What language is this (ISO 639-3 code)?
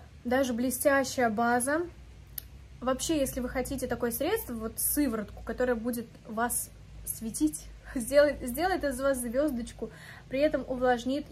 rus